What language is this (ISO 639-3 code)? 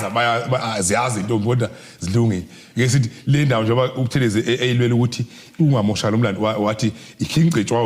zul